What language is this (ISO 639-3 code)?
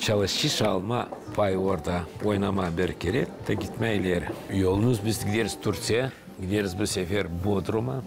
gag